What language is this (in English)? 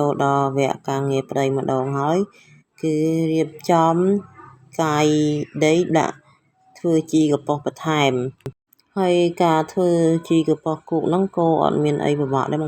Khmer